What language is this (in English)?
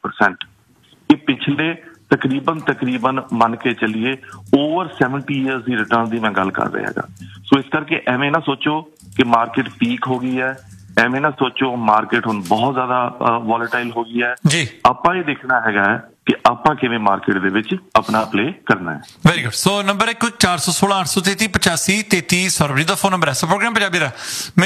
Punjabi